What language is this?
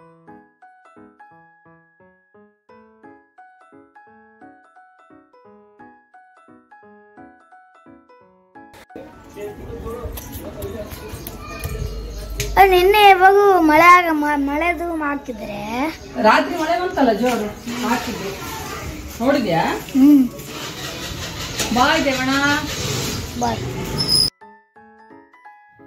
Kannada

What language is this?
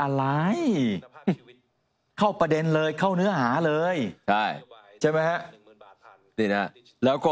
Thai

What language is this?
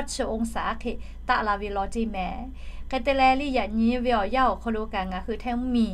Lahu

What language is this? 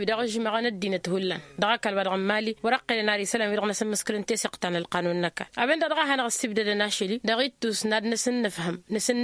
Tamasheq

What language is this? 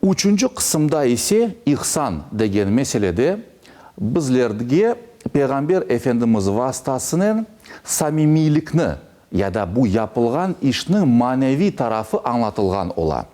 Crimean Tatar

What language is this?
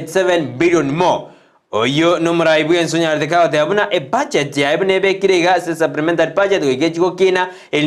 Gusii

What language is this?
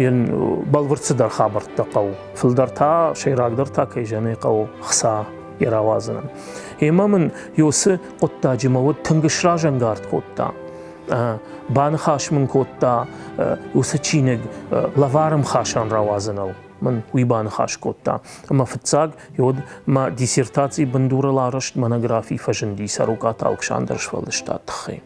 Ossetic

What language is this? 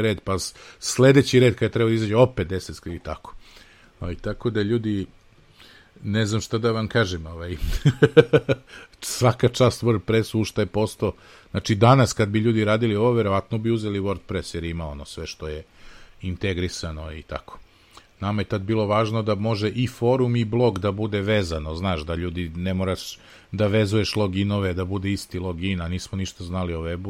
Serbian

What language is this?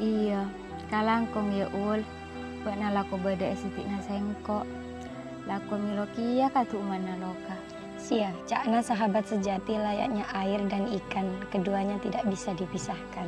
Madurese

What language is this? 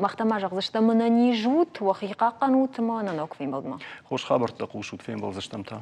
Ossetic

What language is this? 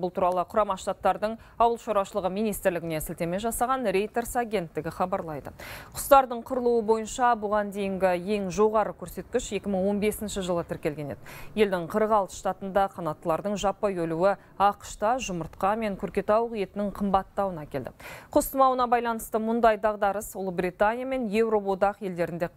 Kazakh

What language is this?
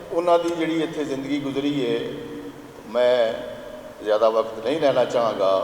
Western Panjabi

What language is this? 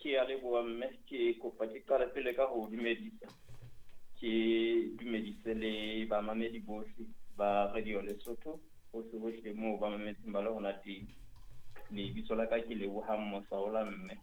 Southern Sotho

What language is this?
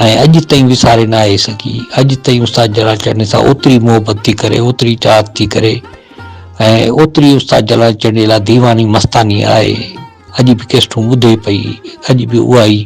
Sindhi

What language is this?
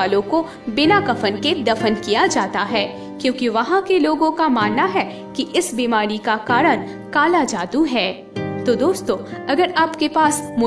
Hindi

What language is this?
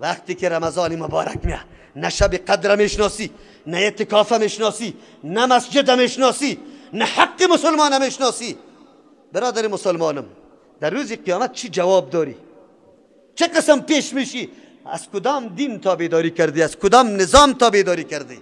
Persian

